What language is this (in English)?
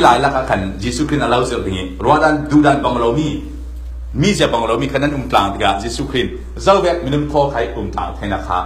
Falam Chin